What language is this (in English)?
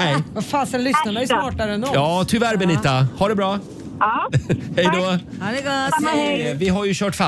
Swedish